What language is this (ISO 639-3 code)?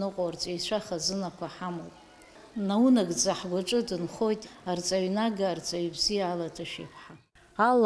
abk